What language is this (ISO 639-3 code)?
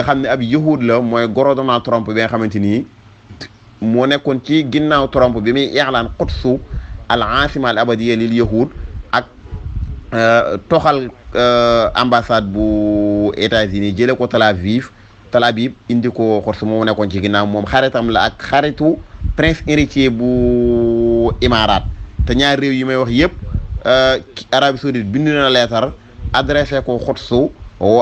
wol